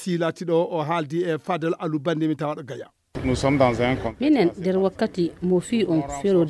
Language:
Fula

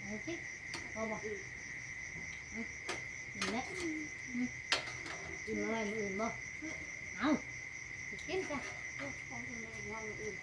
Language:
Northeastern Thai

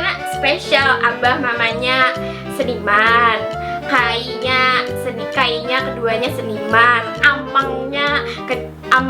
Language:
Banjar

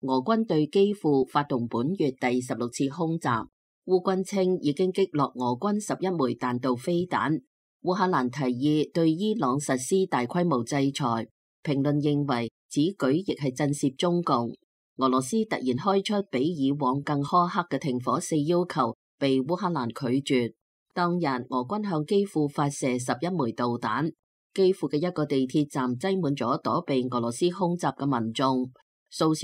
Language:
Cantonese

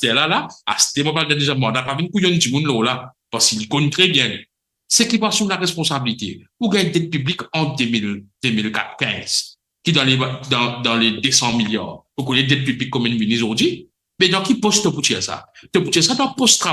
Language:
Morisyen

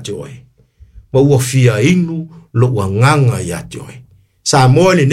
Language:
Samoan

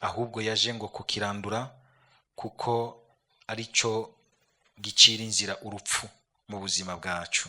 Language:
Rundi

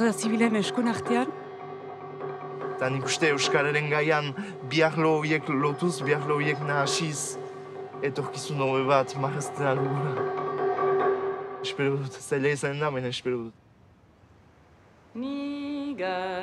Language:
Basque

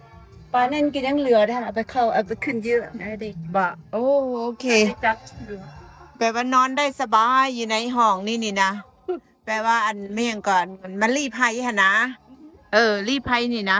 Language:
Lao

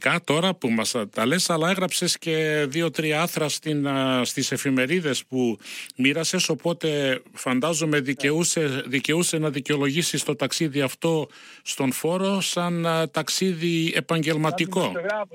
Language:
Greek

